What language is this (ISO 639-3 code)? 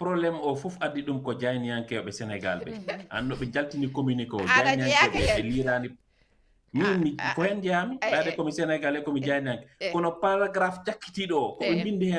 ful